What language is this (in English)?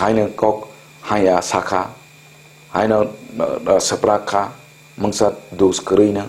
Kok Borok